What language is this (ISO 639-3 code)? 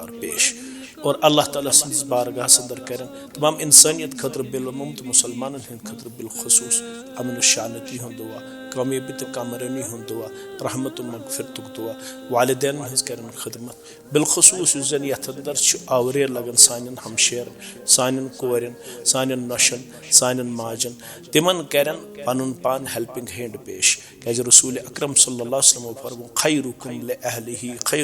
kas